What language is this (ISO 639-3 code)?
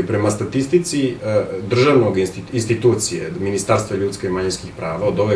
bos